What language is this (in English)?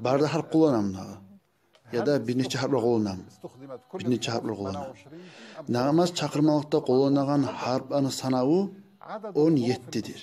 Kumyk